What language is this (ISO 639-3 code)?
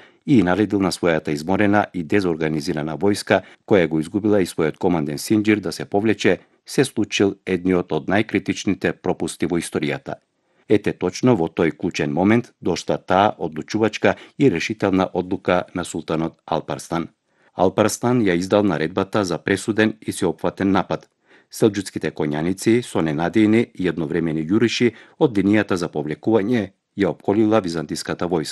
mkd